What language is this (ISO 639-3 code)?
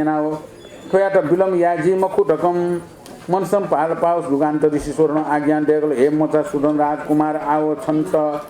new